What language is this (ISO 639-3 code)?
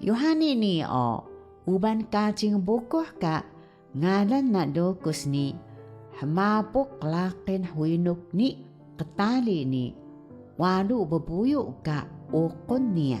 trv